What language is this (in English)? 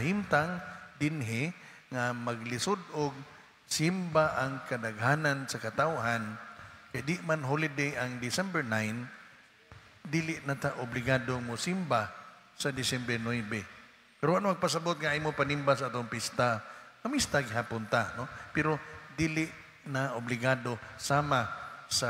Cebuano